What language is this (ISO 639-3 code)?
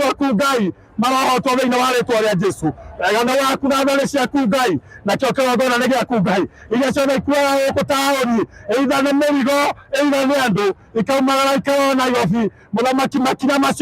kik